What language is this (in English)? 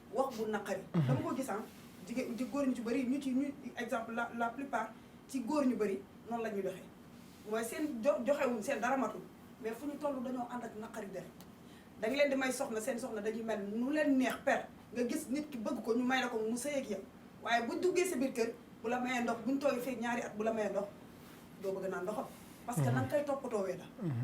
Wolof